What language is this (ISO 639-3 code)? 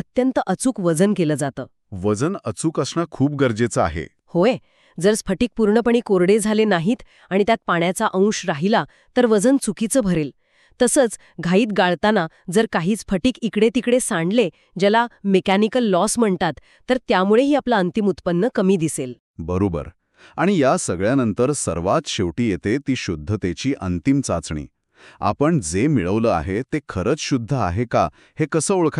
mar